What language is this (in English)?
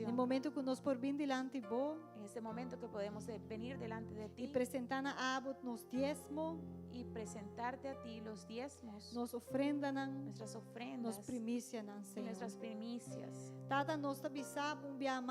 Papiamento